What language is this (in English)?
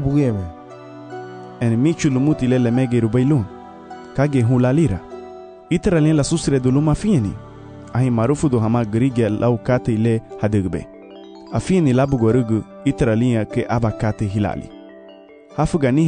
Garifuna